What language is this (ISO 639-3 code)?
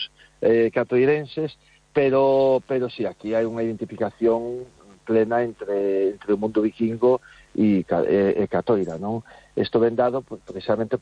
glg